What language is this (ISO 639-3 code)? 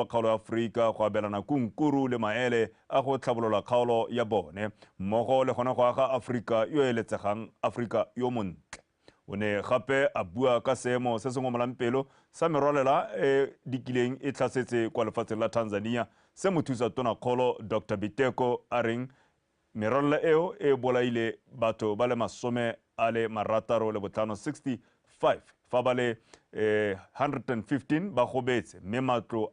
tsn